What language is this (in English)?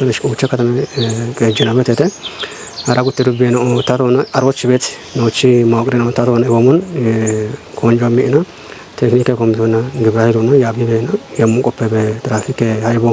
Kafa